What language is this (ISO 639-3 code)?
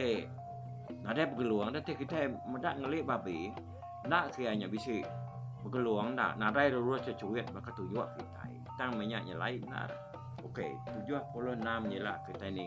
iba